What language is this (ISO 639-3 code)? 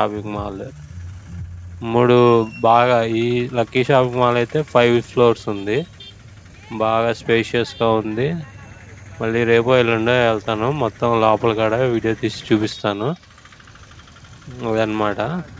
tel